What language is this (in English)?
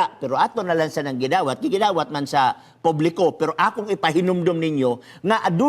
Cebuano